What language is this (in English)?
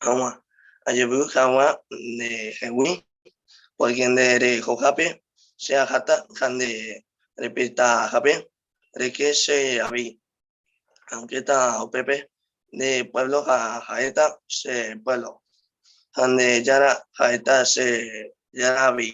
Guarani